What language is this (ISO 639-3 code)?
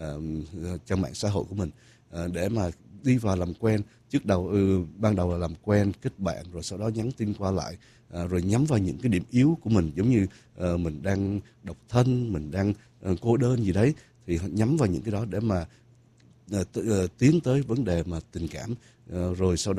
vie